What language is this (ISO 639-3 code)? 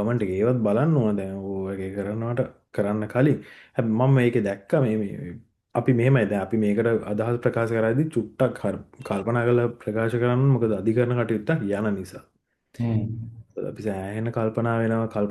sin